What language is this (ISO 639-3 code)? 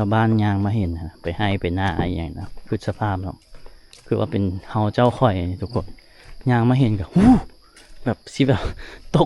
lao